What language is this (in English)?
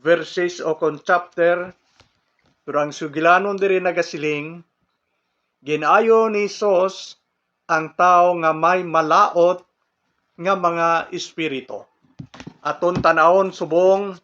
Hiligaynon